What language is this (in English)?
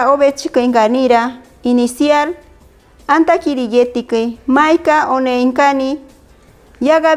Machiguenga